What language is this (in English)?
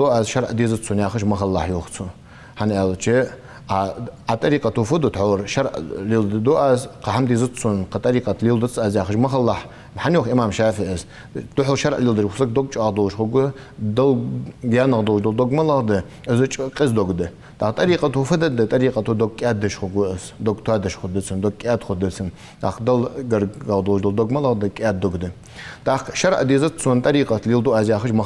Ingush